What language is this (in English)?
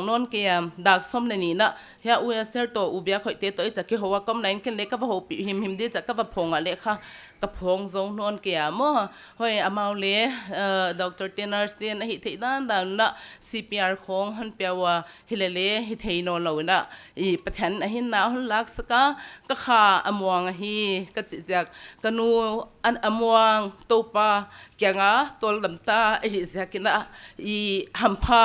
Paite Chin